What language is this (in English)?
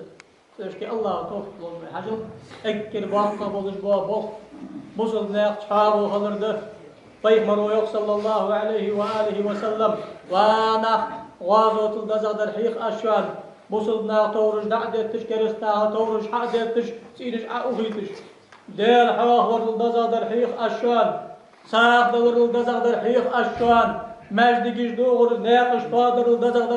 Ingush